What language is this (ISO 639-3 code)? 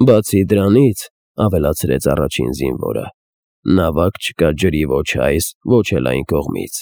hye